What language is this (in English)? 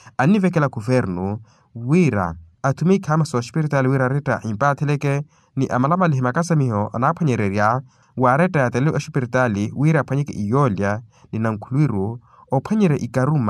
Makhuwa